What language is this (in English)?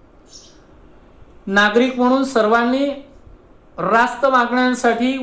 Marathi